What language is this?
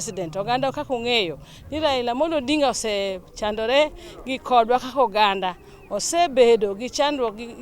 Luo (Kenya and Tanzania)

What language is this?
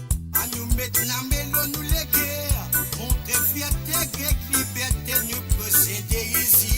Morisyen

